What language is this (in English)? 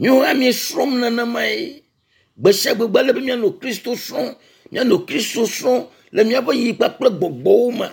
Ewe